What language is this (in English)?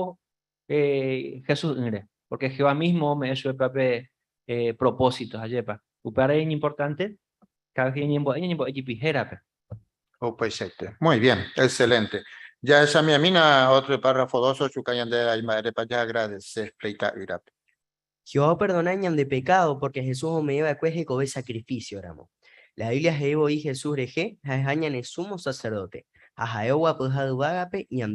Guarani